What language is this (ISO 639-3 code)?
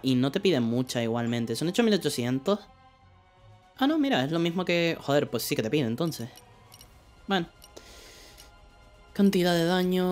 spa